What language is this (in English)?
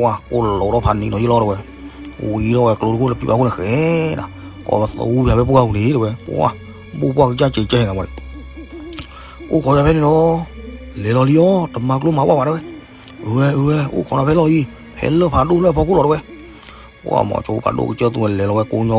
S'gaw Karen